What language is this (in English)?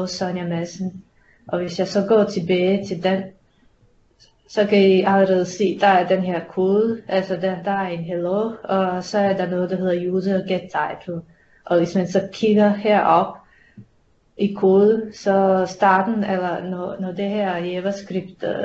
Danish